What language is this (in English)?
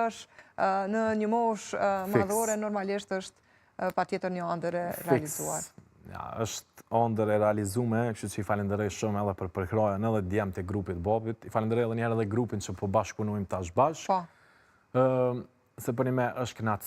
Albanian